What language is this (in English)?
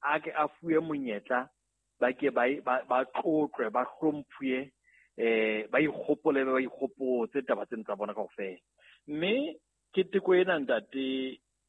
Southern Sotho